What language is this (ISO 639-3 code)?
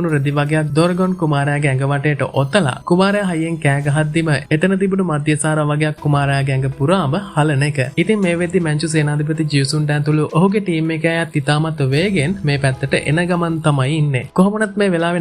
sin